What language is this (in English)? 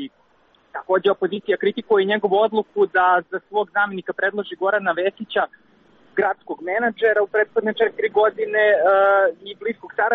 Serbian